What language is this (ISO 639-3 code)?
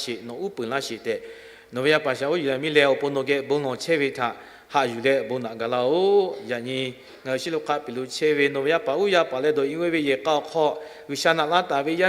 lhu